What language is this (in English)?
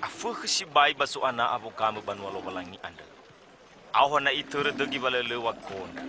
Nias